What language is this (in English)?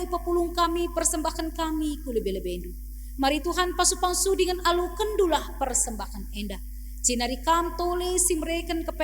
Batak Karo